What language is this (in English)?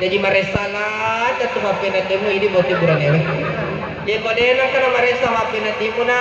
Buginese